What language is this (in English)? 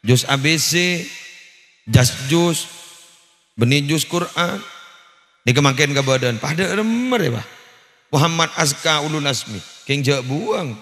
Madurese